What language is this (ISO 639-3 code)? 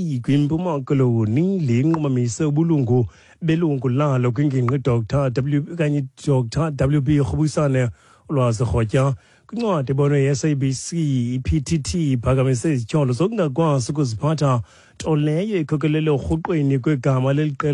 xho